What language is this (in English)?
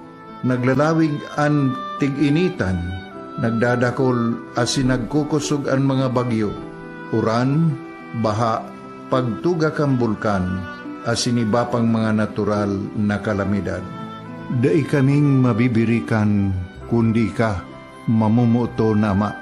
Bikol